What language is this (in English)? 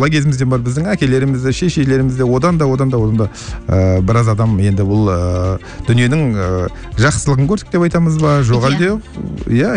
Kazakh